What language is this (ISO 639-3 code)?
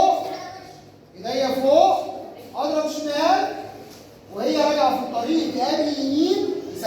arz